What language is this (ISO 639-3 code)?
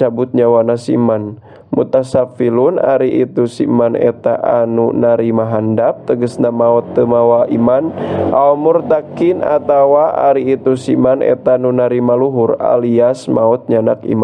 sun